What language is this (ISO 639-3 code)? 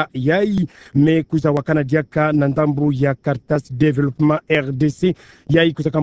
ktu